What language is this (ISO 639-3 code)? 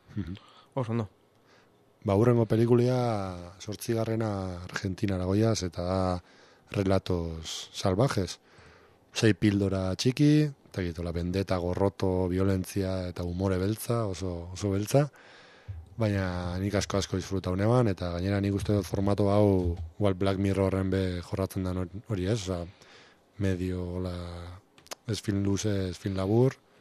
eus